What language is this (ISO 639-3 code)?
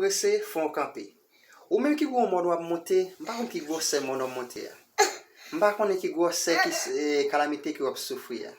hat